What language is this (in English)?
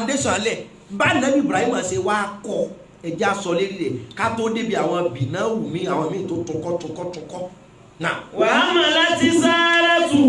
Yoruba